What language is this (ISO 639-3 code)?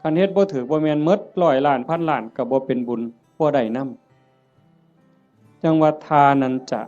tts